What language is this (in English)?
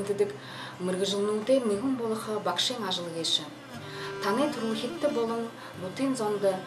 Buriat